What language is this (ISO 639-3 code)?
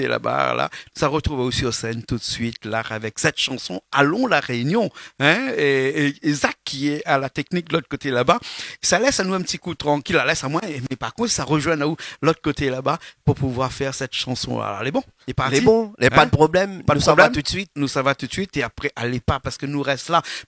rcf